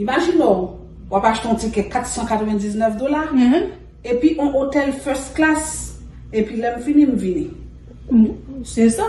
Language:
Haitian Creole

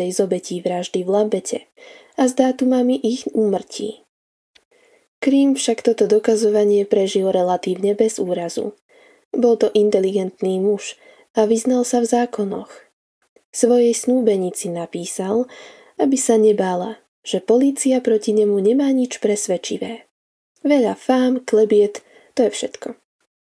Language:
Slovak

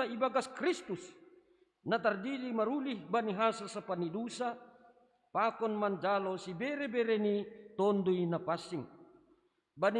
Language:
Batak Simalungun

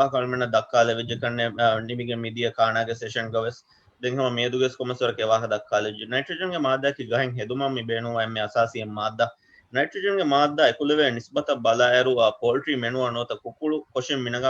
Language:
Divehi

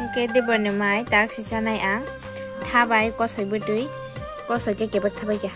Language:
Kok Borok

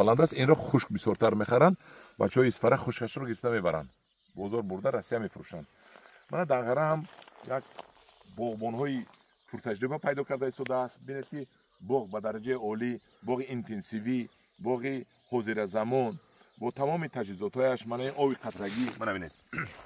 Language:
Tajik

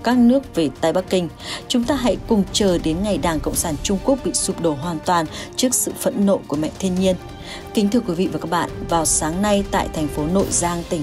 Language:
Vietnamese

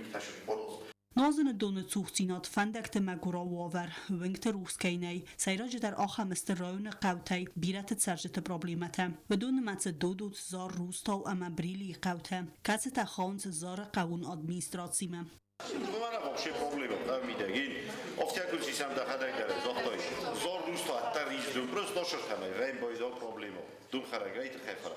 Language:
Ossetic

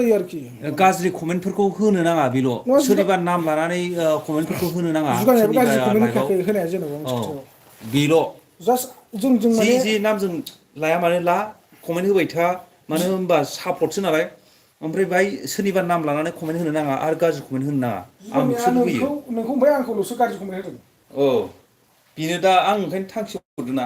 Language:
Bodo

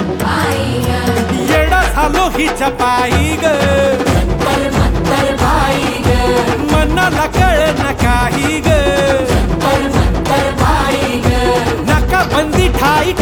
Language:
Marathi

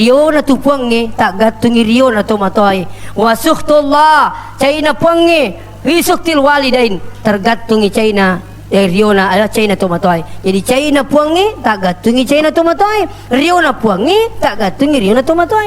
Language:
Buginese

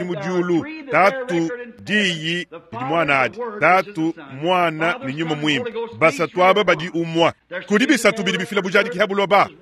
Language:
Luba-Lulua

